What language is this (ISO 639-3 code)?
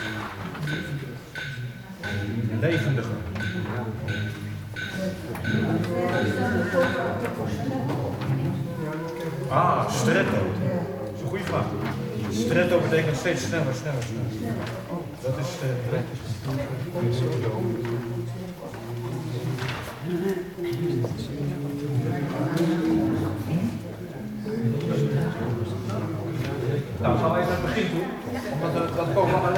nld